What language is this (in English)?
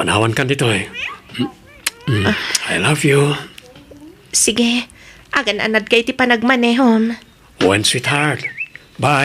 Iloko